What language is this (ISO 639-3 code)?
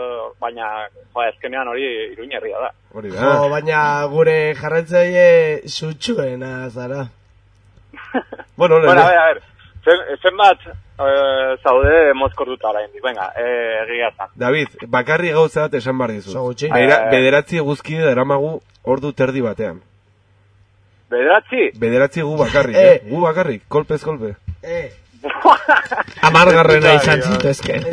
eus